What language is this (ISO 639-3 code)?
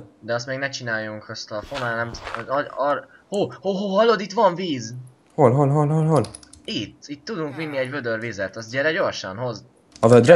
hun